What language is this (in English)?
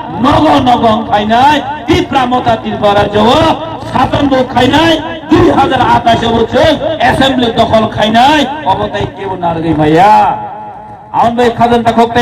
Kok Borok